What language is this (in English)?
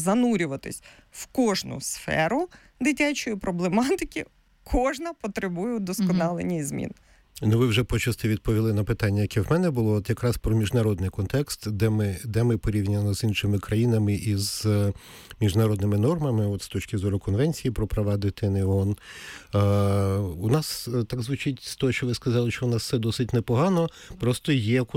Ukrainian